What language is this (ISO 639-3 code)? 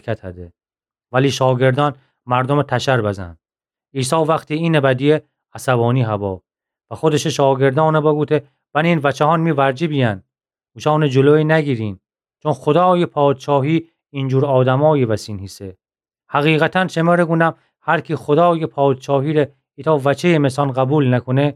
glk